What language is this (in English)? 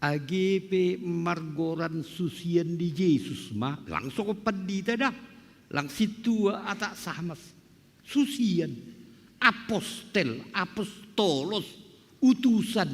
Batak Simalungun